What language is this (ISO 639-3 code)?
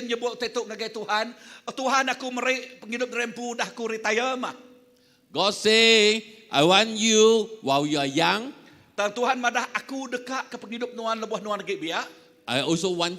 iba